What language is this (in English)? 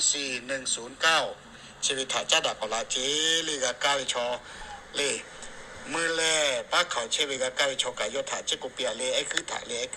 Lahu